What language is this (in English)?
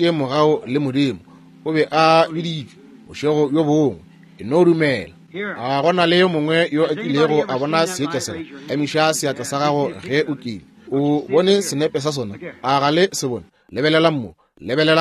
Northern Sotho